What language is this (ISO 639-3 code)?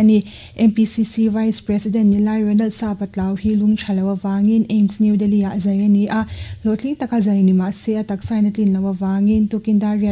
lus